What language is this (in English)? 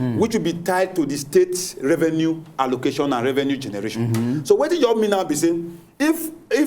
Nigerian Pidgin